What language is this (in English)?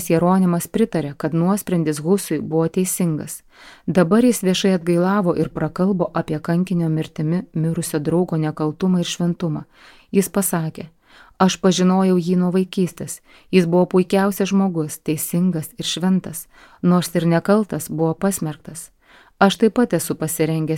Lithuanian